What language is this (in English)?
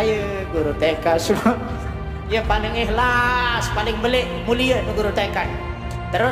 Sasak